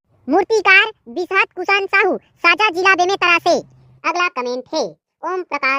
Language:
Chhattisgarhi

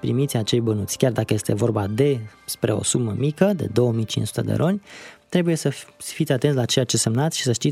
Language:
Romanian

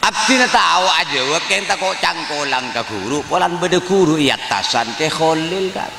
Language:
Madurese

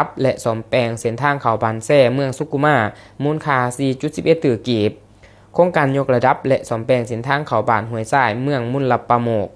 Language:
Lao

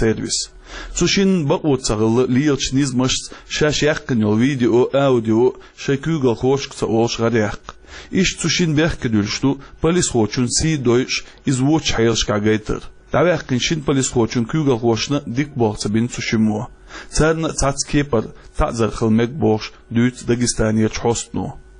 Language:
Chechen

